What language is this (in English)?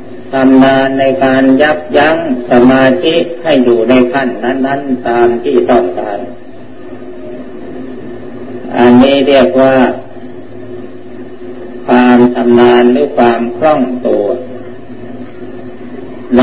Thai